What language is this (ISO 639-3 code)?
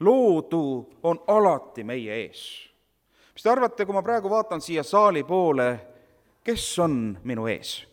est